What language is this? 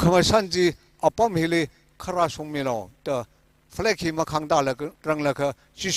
Tangkhul Naga (India)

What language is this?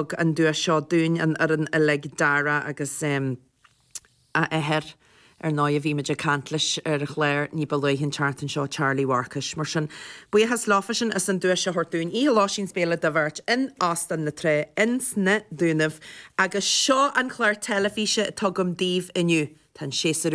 Irish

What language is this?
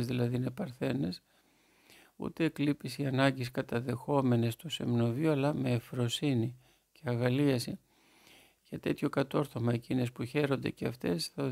Greek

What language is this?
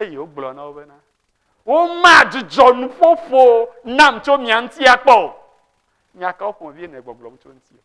Ewe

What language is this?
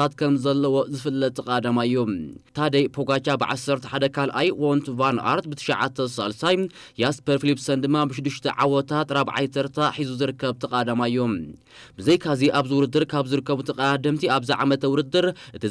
Tigrinya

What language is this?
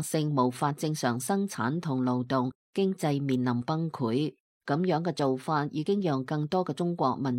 Cantonese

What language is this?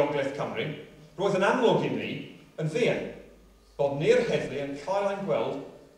Welsh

